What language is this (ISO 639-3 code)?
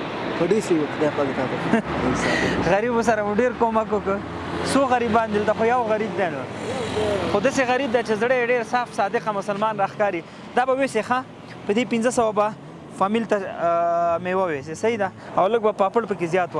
pus